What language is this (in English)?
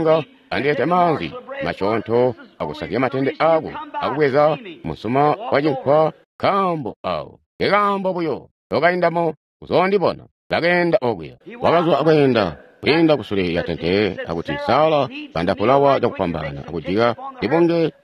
Tonga (Zambia)